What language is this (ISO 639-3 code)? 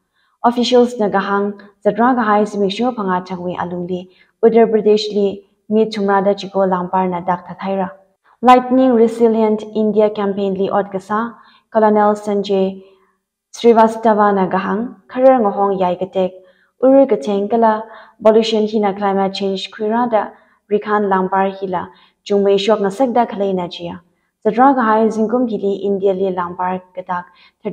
nmf